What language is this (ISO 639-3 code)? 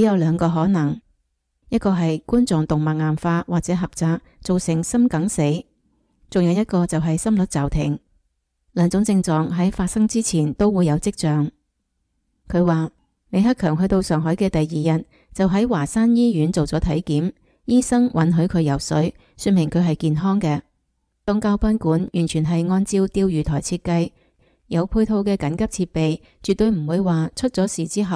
yue